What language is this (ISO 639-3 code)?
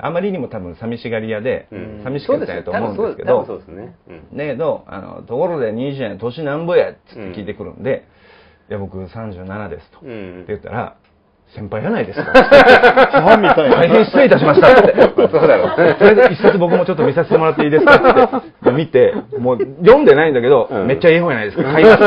jpn